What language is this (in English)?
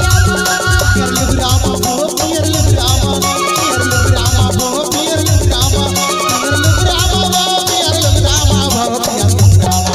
Chhattisgarhi